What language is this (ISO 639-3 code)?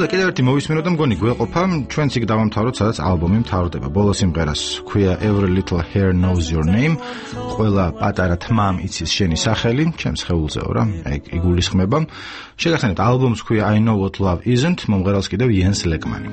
kat